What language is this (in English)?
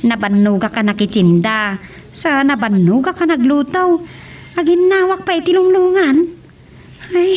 Iloko